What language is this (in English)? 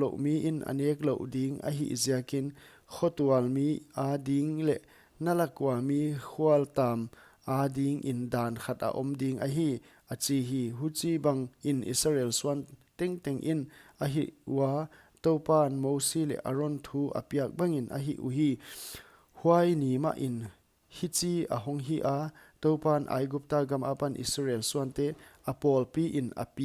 Paite Chin